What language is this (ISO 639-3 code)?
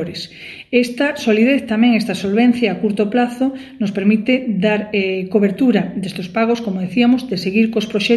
glg